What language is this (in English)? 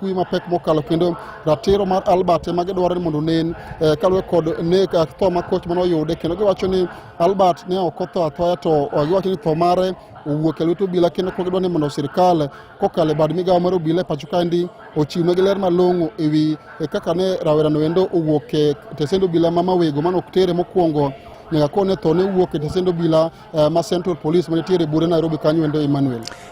Luo (Kenya and Tanzania)